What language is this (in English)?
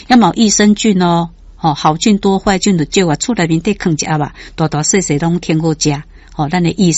Min Nan Chinese